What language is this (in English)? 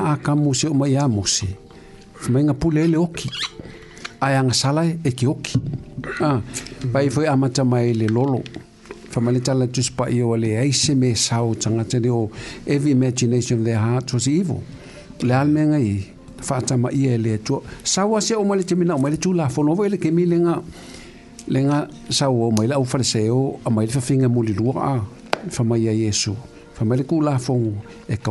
Samoan